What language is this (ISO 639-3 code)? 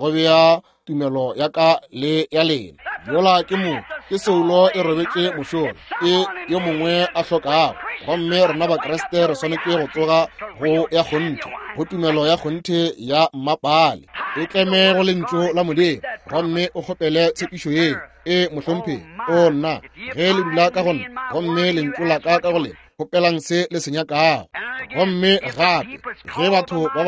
nso